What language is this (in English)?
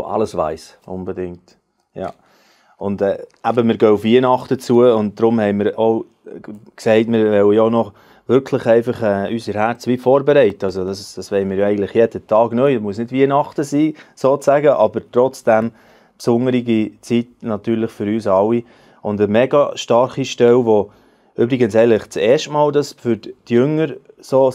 Swiss German